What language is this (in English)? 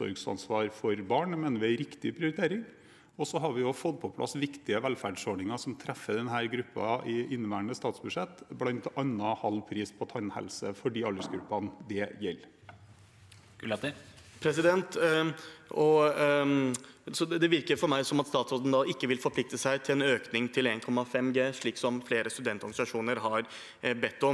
Norwegian